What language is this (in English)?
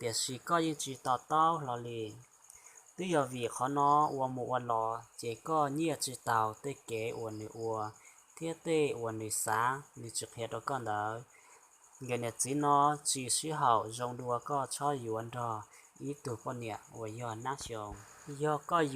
Hmong